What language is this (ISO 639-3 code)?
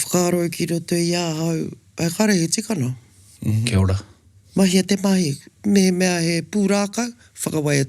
mri